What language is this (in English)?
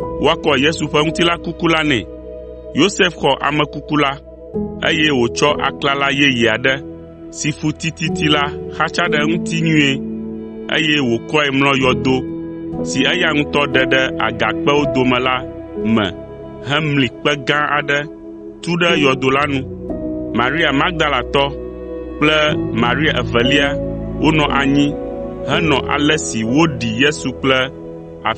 Ewe